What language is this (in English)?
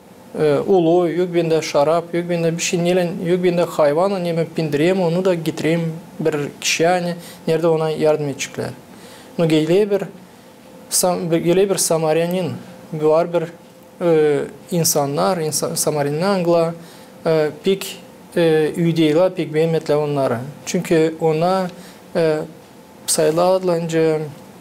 Gagauz